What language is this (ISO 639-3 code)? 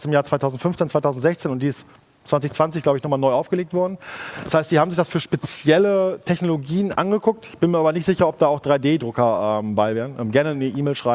deu